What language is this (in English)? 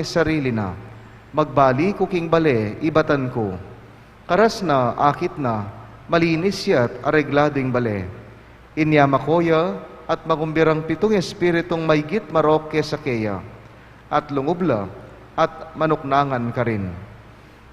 Pampanga